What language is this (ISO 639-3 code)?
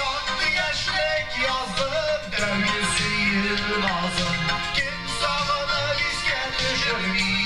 bak